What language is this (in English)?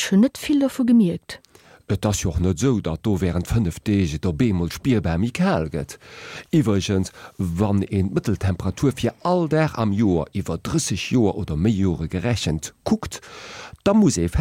Luxembourgish